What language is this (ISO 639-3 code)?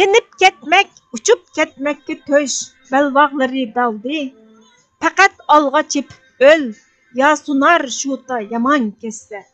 uig